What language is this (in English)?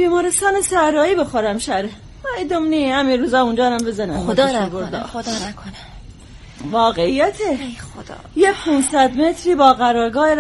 Persian